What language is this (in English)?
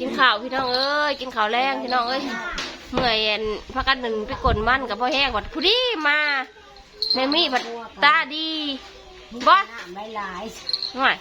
Northeastern Thai